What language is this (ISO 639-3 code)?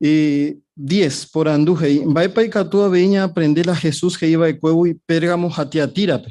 grn